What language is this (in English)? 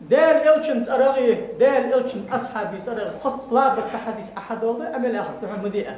Ingush